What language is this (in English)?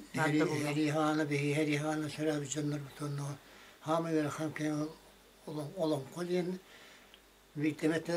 Yakut